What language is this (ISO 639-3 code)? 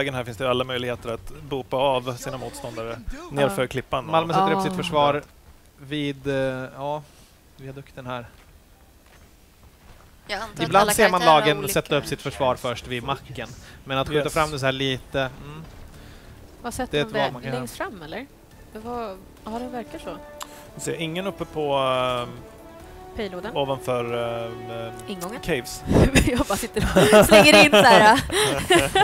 swe